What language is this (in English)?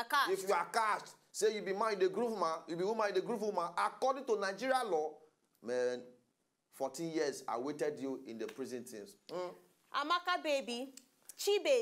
Nigerian Pidgin